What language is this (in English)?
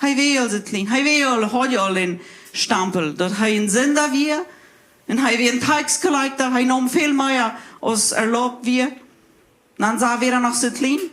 Plautdietsch